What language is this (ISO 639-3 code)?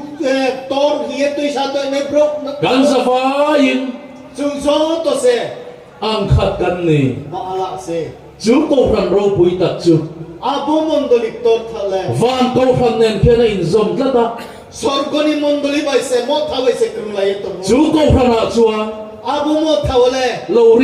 ria